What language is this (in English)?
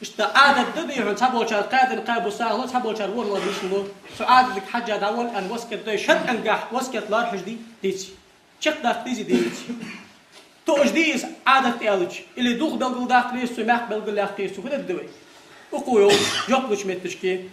Ingush